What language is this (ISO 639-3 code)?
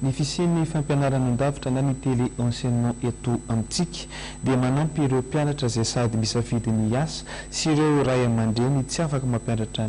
mlg